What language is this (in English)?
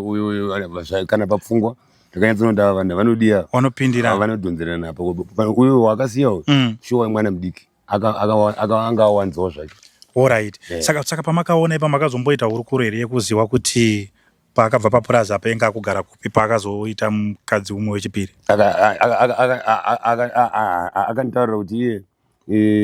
Shona